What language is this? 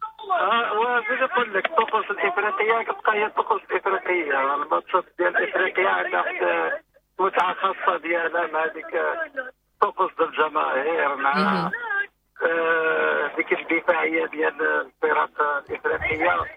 Moroccan Arabic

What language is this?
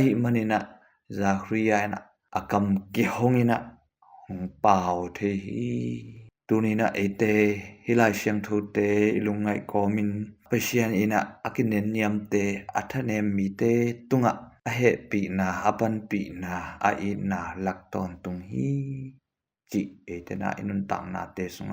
Tedim Chin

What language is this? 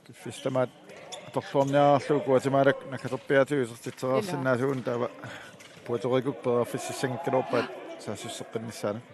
Kalaallisut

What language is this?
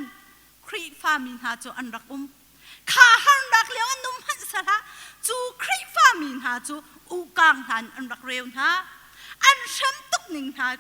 Hakha Chin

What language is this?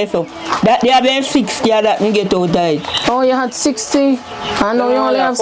Jamaican Creole English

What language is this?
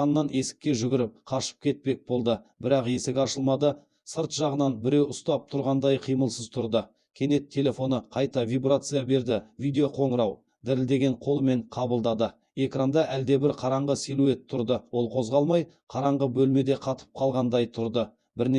Kazakh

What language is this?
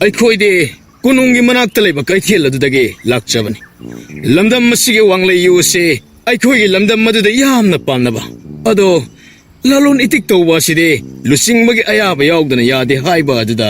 Manipuri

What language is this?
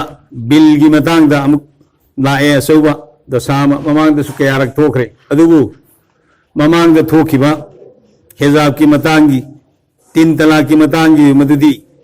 Manipuri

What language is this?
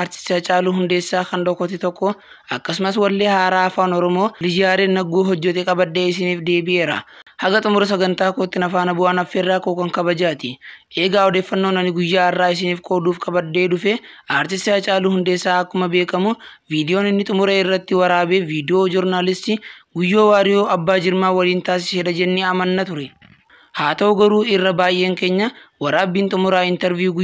Oromo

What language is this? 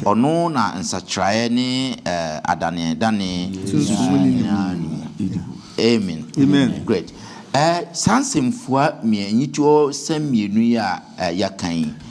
Akan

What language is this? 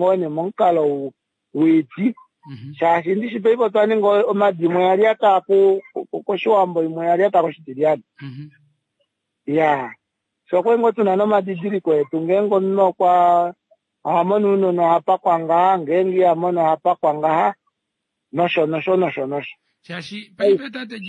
Kuanyama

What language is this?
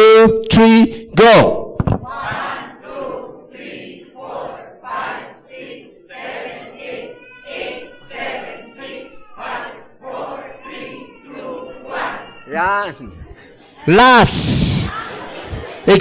Iloko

